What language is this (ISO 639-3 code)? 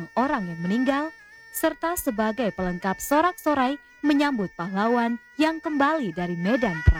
ind